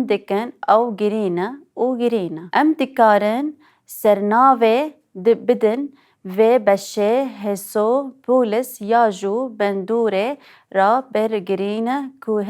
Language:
Kurdish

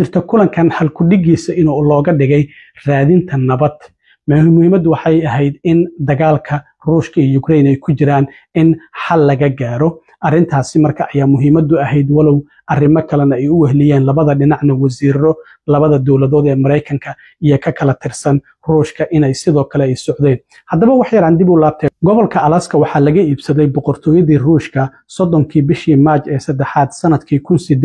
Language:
Somali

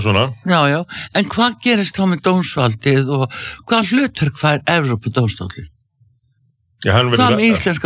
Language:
Icelandic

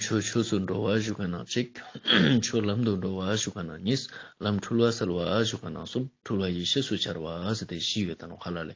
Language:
Ladakhi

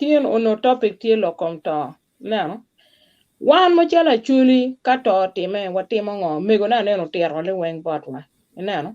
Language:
Acoli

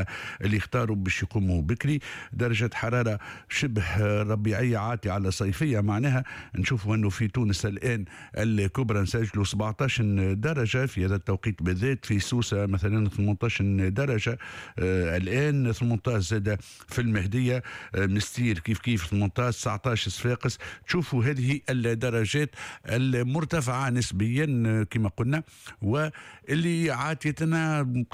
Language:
Tunisian Arabic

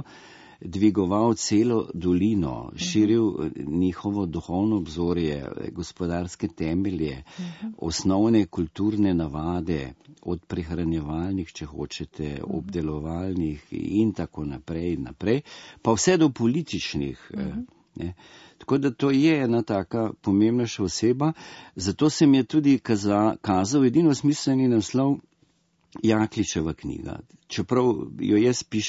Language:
Slovenian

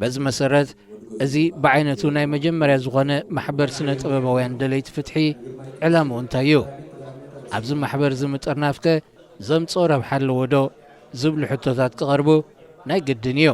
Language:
Tigrinya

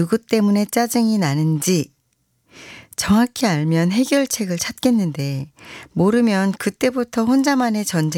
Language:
Korean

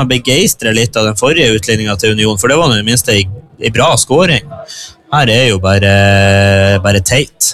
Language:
Norwegian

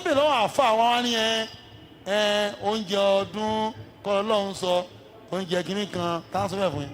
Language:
Yoruba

